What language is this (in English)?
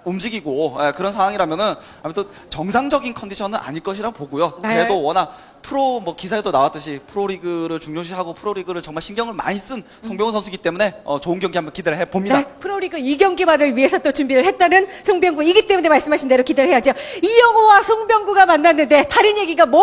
Korean